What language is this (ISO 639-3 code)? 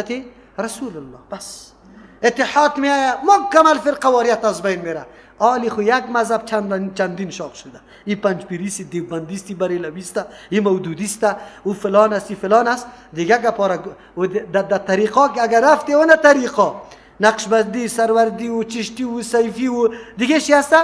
fas